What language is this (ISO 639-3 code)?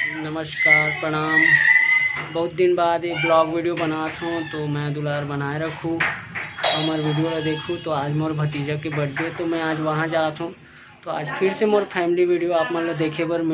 hne